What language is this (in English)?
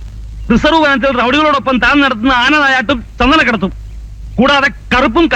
Malayalam